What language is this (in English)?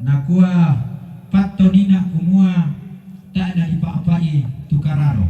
Toraja-Sa'dan